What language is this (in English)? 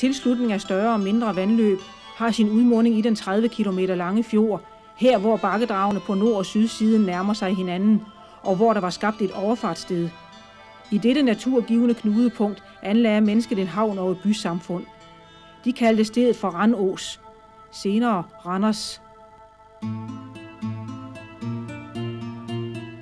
Danish